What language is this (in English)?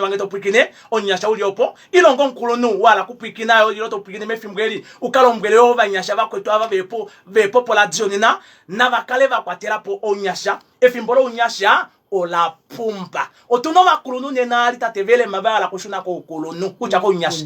Kuanyama